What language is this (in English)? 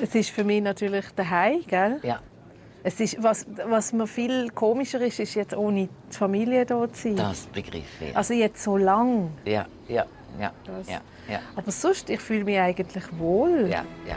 Swiss German